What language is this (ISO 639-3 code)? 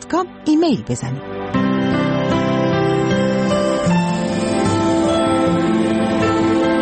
fas